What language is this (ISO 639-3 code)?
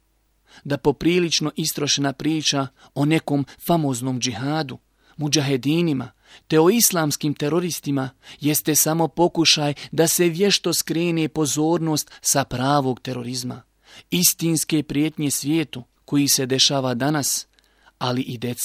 bos